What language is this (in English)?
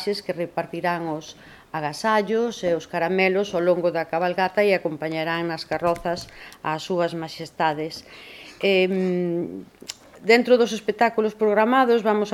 Galician